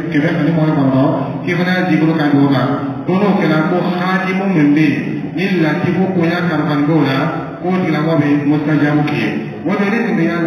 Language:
Dyula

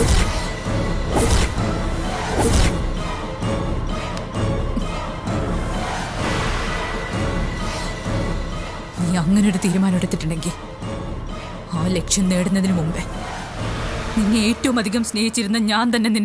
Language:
Malayalam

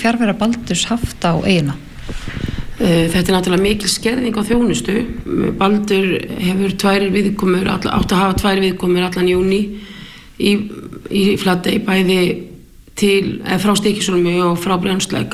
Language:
Icelandic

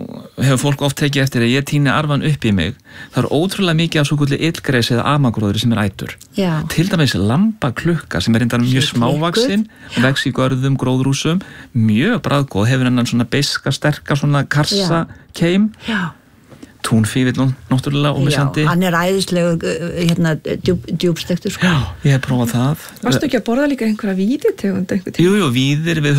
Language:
Icelandic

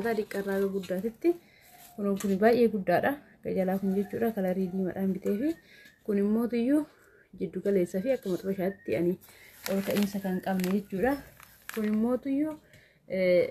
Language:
Oromo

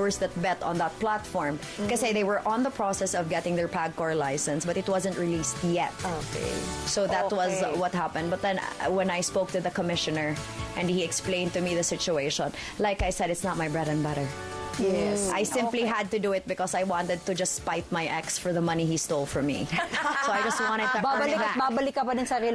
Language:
Filipino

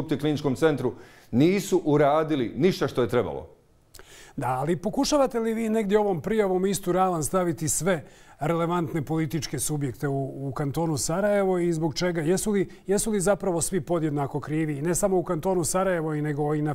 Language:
Bosnian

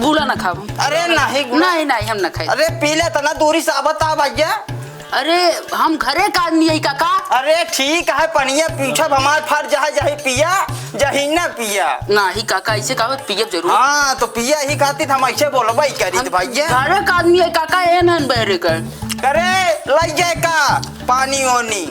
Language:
Awadhi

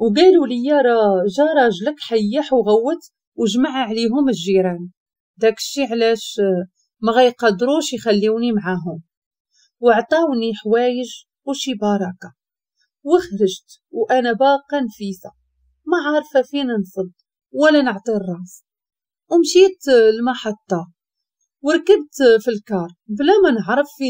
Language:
Moroccan Arabic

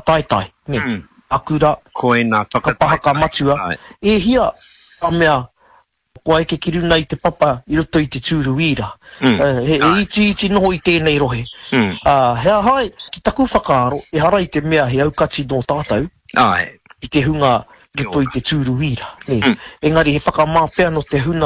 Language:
Māori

